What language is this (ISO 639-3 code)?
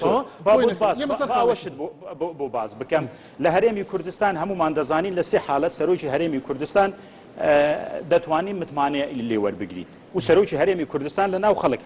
ckb